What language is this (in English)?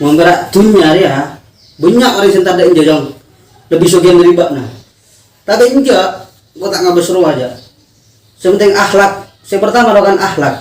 Madurese